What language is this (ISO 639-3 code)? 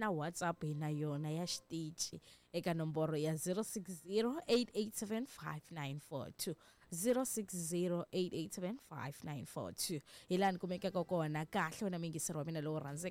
tso